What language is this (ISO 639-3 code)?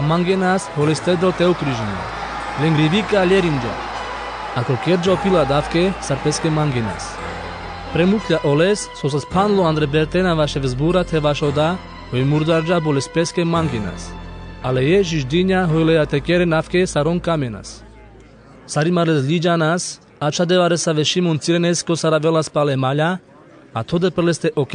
rmc